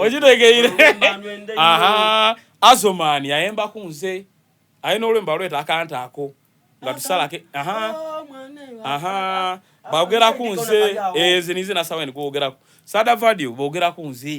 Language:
Soga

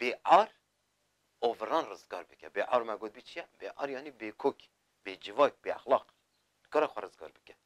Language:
Kurdish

